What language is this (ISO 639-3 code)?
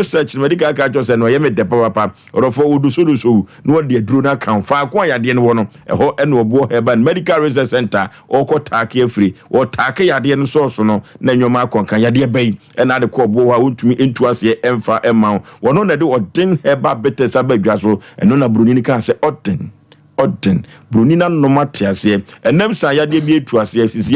aka